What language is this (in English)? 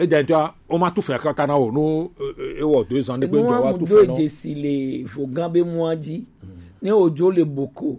Gen